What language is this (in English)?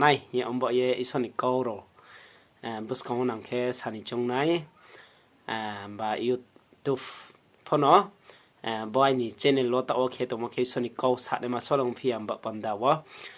Riang (India)